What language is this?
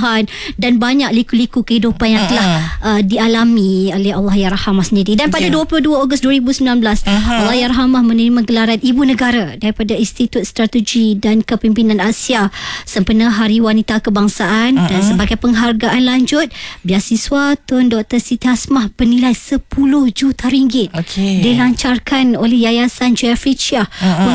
Malay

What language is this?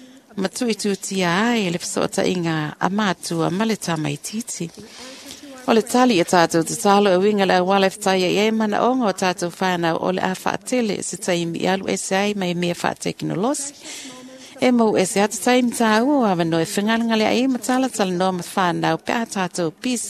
Samoan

